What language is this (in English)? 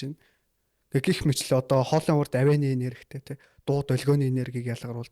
Mongolian